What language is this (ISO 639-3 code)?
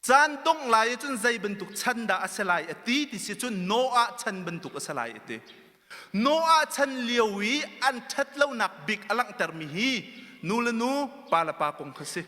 cnh